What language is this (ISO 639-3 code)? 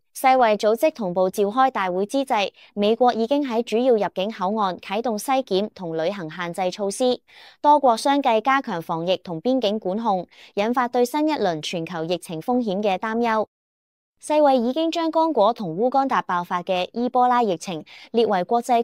yue